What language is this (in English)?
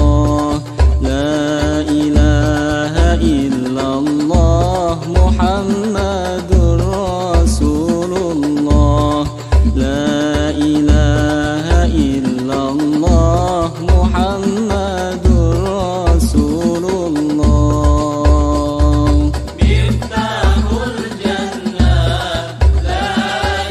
Arabic